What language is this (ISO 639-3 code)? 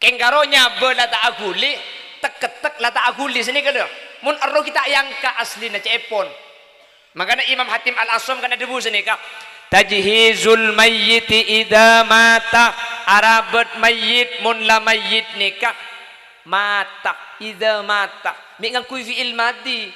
mad